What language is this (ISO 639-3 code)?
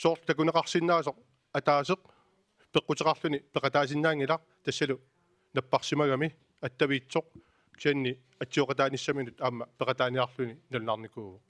kal